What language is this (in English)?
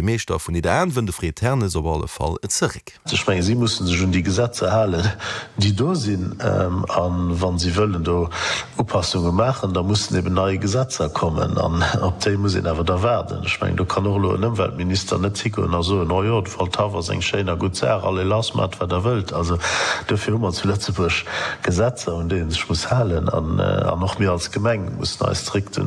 Luxembourgish